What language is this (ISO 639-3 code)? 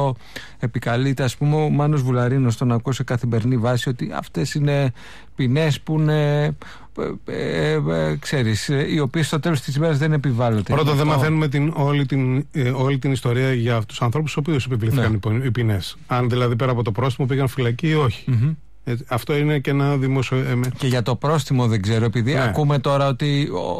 ell